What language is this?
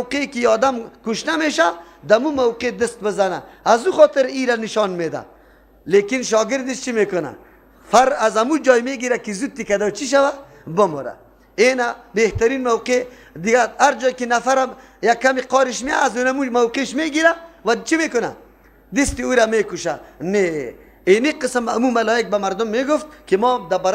Persian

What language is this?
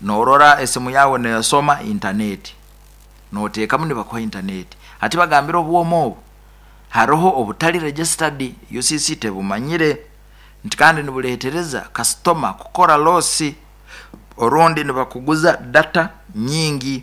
Nyoro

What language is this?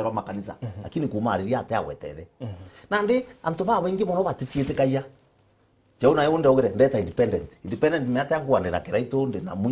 Meru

